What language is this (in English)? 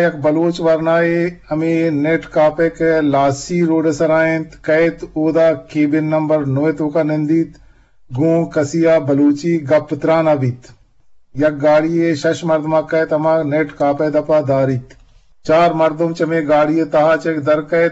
Eastern Balochi